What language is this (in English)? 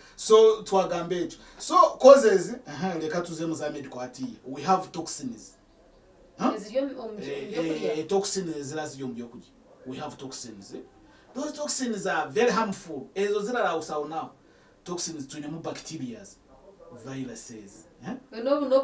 Nyankole